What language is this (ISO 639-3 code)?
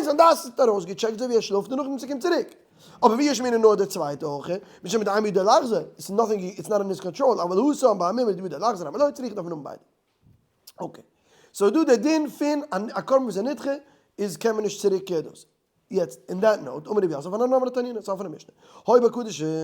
yid